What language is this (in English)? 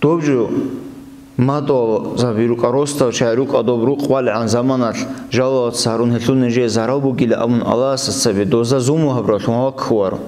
Avaric